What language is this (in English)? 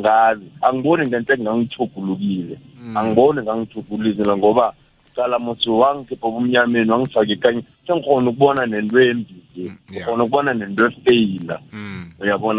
South Ndebele